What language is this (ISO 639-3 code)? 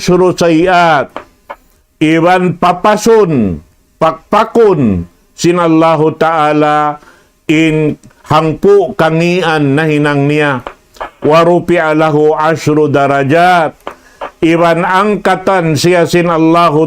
tsg